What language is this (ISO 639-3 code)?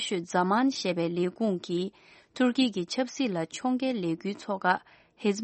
bod